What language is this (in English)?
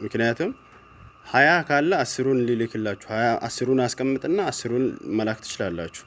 Amharic